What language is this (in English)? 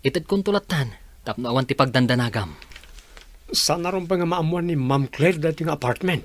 Iloko